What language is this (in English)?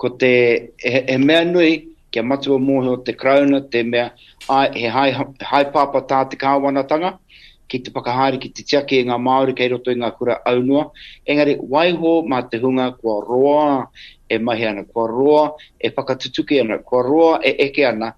Māori